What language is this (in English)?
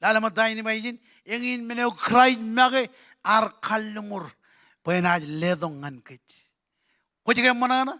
Marshallese